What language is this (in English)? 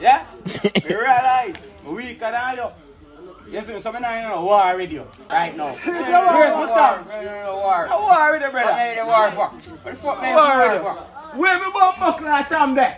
Jamaican Creole English